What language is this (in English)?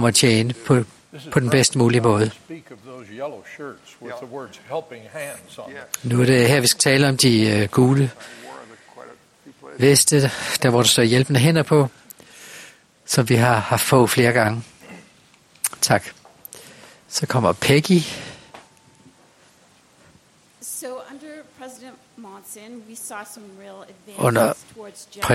Danish